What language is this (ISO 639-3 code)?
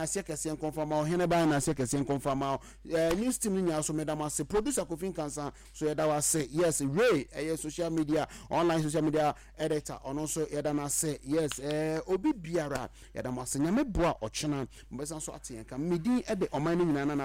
aka